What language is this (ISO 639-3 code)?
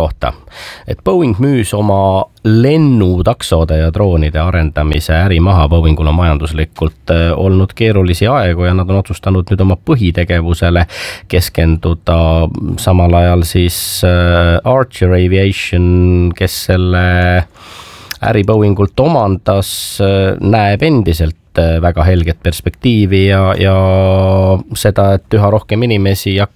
est